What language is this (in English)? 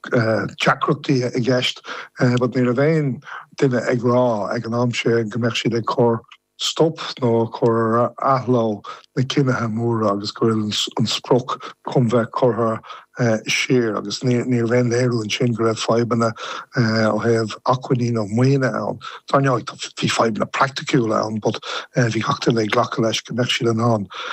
Irish